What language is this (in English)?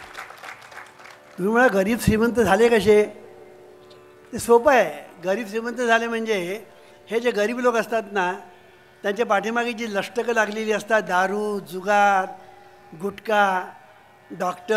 Marathi